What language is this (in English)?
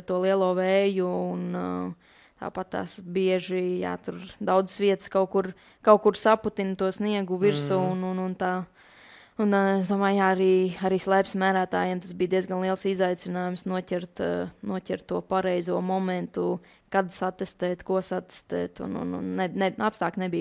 Latvian